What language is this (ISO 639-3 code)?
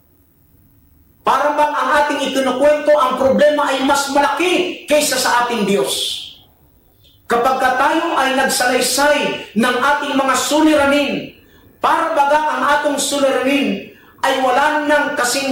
fil